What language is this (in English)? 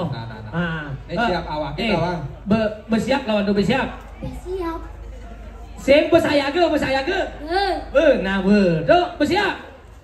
Balinese